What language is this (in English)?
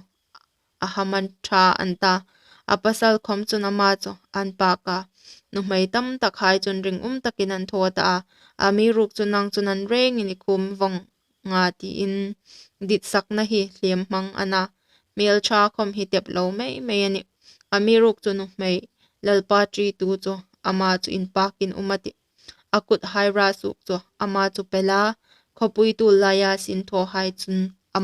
Hmar